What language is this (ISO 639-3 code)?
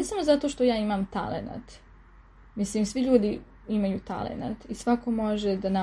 srp